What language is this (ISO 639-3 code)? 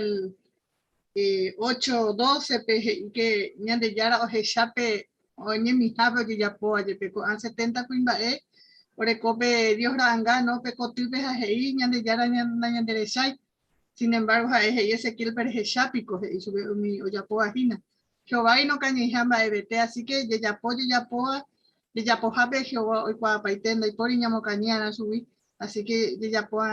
grn